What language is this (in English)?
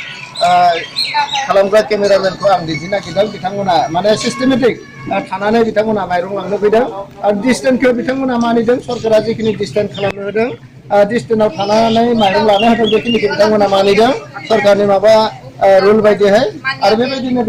Bodo